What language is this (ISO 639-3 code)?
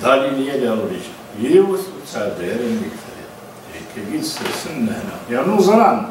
kab